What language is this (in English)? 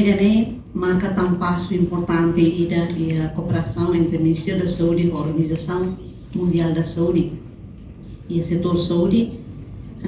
Tetum